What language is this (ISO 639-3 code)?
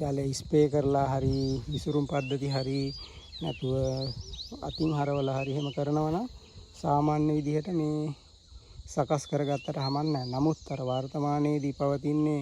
sin